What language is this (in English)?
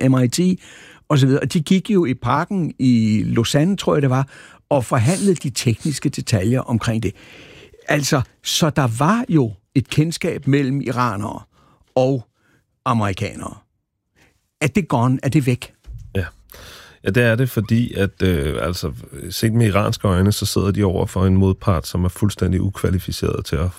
Danish